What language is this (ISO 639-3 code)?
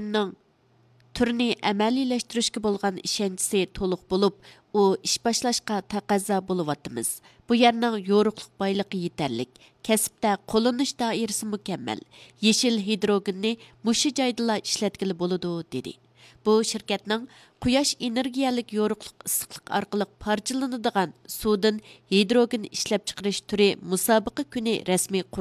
uig